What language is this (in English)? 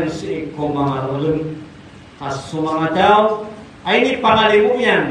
Maranao